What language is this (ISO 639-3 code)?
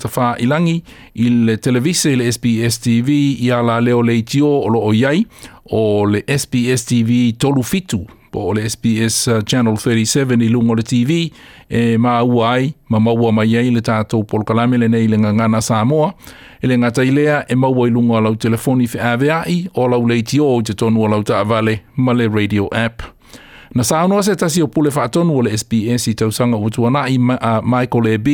smo